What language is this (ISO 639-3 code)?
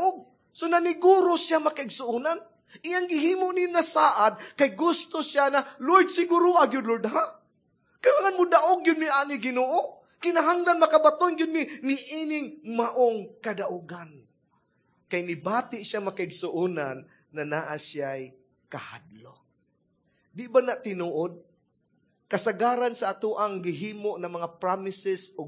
ceb